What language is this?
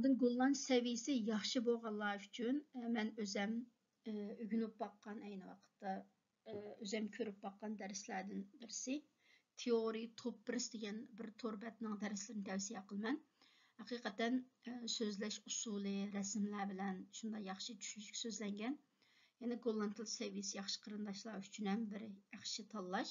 Uyghur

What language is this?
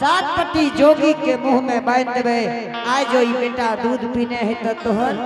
Angika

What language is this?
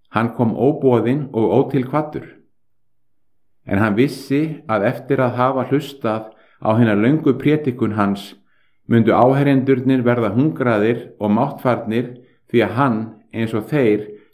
Icelandic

